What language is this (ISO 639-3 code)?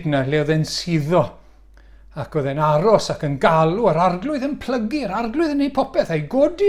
cym